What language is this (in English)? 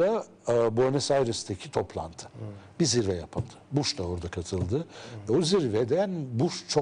Turkish